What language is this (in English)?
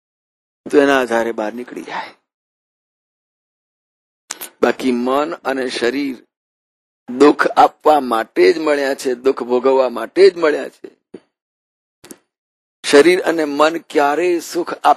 Gujarati